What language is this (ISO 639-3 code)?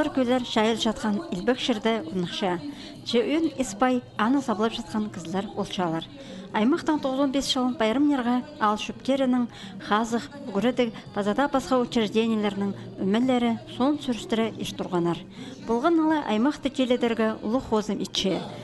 kjh